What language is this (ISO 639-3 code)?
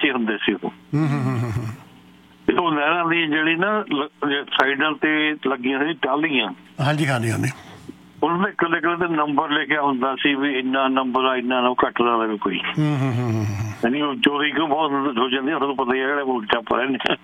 pan